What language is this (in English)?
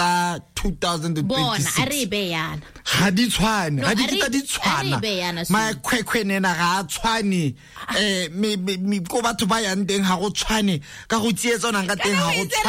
Tswana